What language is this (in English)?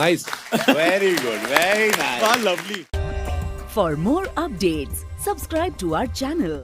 Magahi